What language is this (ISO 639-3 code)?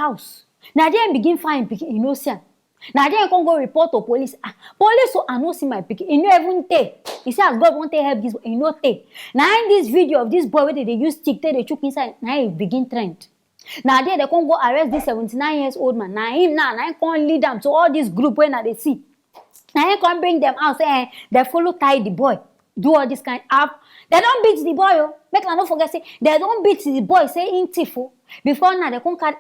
pcm